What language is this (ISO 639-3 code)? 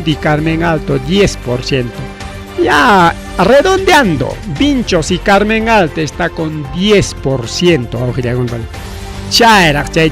quy